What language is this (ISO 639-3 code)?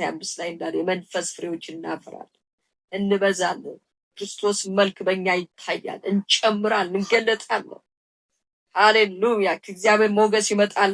amh